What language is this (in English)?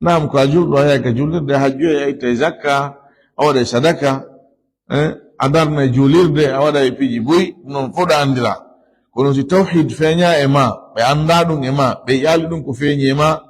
Fula